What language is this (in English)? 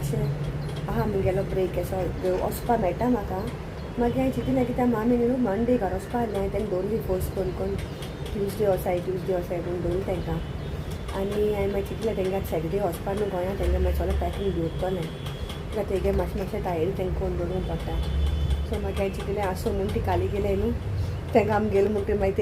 Konkani